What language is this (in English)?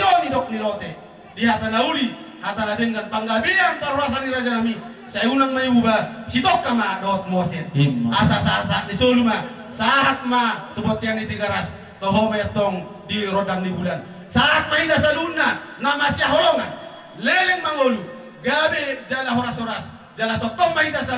Batak Toba